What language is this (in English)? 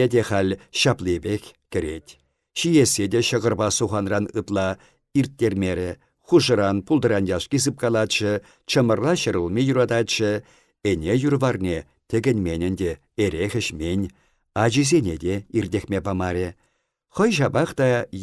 Chuvash